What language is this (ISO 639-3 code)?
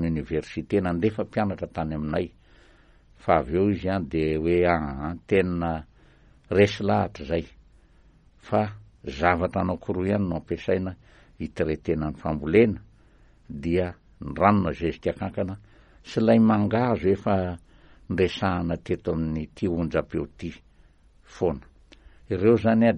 mlg